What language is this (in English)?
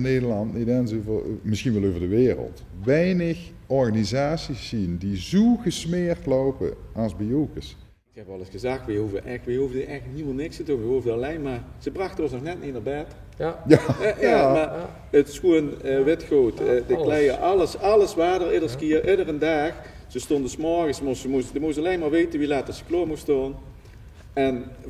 Limburgish